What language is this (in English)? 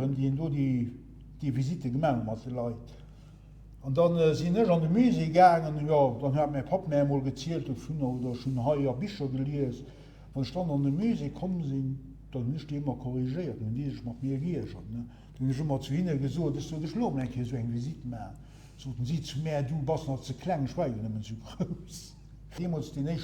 Luxembourgish